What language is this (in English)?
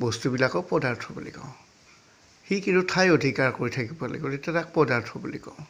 Assamese